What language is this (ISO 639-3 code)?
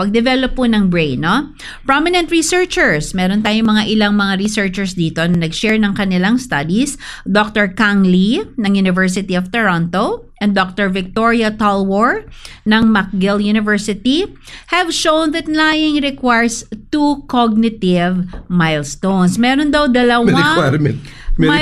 fil